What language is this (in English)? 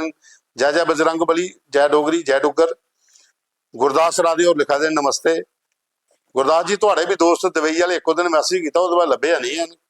Dogri